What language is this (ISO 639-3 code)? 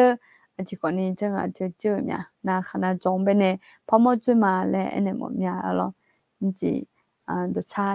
ahk